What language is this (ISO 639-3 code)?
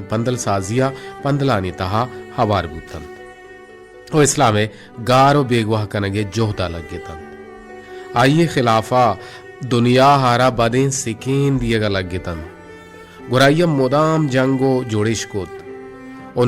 bal